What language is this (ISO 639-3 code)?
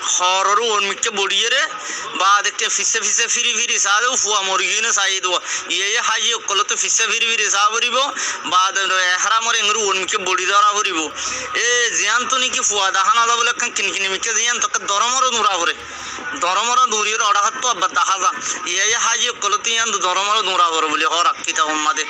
rhg